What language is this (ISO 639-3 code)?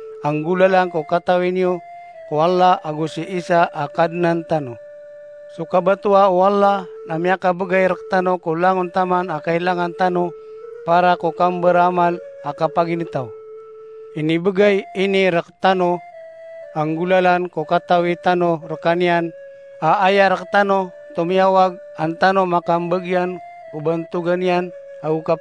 mrw